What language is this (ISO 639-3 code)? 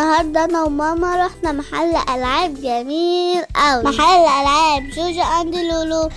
arz